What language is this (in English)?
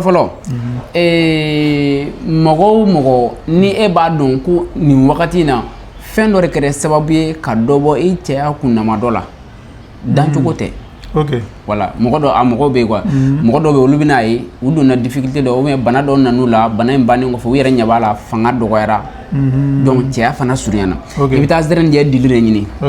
Bambara